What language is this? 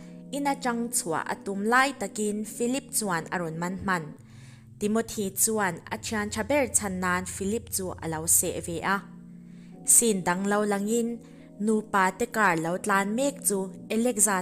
Mizo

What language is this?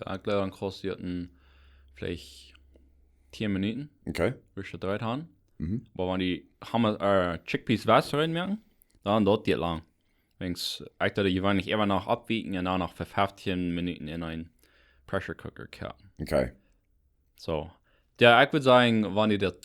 Plautdietsch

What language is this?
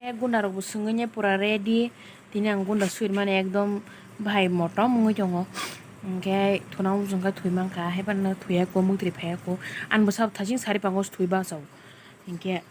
Kok Borok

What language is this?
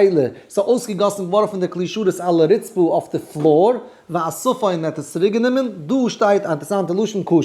Yiddish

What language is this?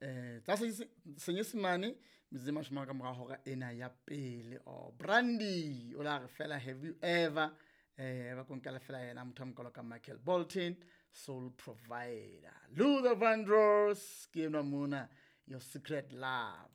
Southern Sotho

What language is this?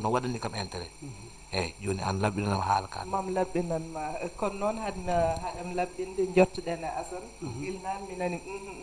Fula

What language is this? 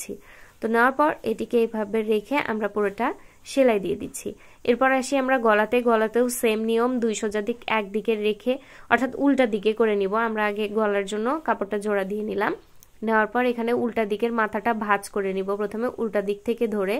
Bangla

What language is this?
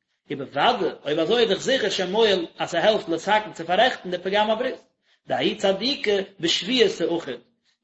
Yiddish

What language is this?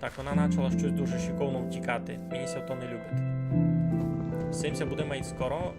Rusyn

